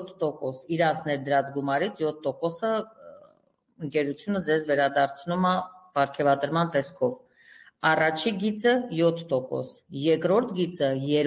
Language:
Armenian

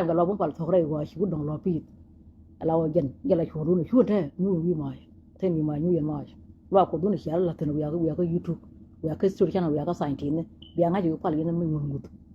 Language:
Nuer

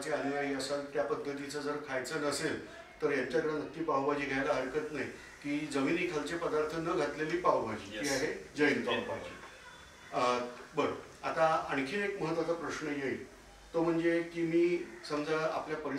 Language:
Marathi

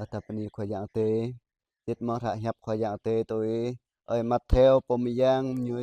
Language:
Jarai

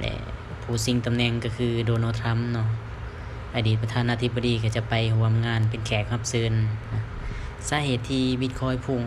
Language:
Lao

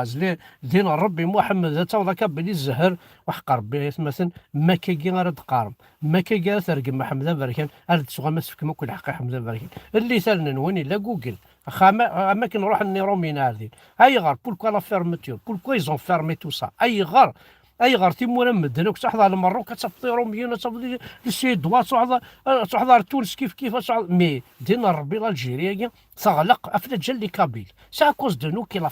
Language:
Kabyle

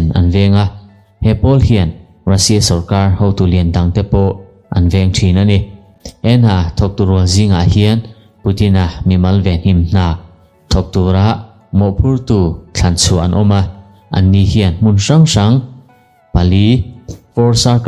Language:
Mizo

